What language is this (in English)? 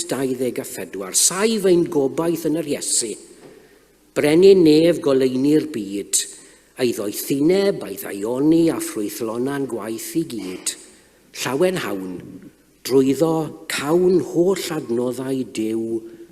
Welsh